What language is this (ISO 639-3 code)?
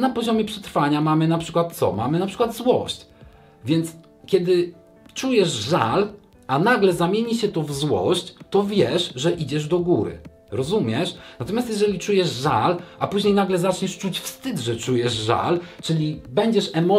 pol